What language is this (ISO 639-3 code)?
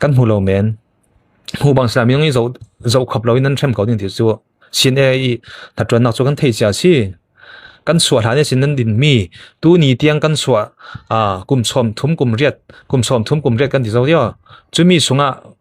cfm